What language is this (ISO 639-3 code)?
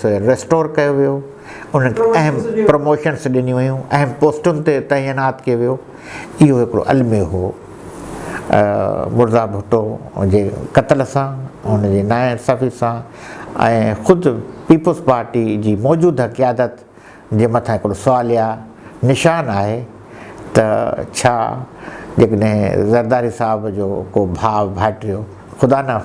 snd